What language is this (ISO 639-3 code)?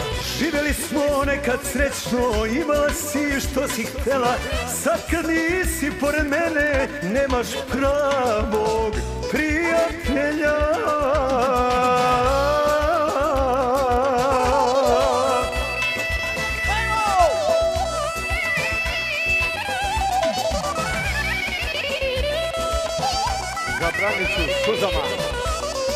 hrv